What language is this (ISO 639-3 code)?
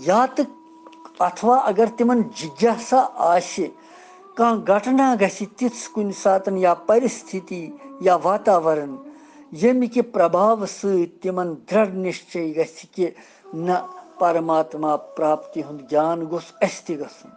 kas